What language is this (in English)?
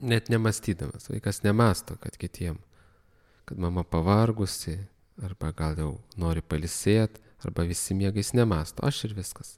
Lithuanian